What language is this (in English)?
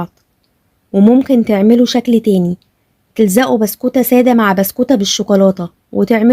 Egyptian Arabic